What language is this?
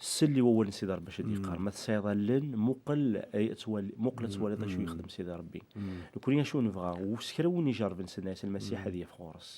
Kabyle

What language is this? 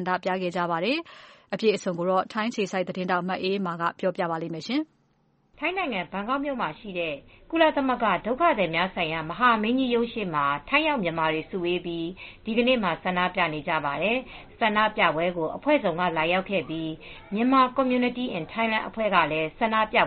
Burmese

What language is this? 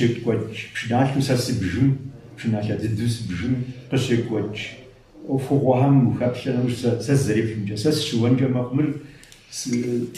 Kabardian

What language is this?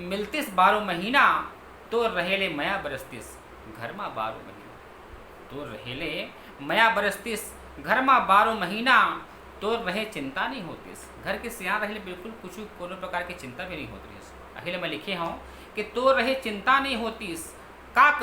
Chhattisgarhi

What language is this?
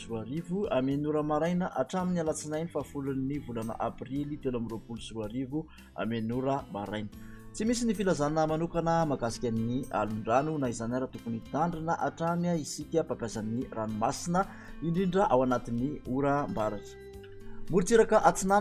Malagasy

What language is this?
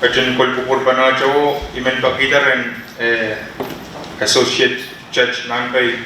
Pohnpeian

